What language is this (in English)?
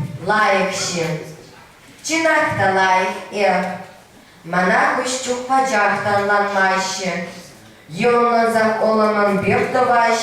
Chuvash